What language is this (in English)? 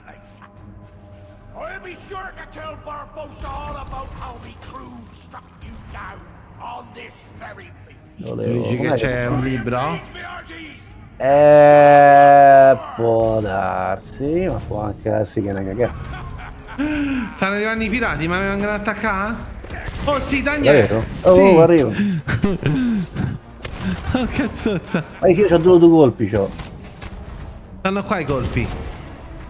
Italian